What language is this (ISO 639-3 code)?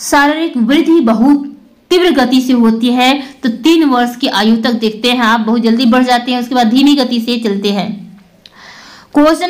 hin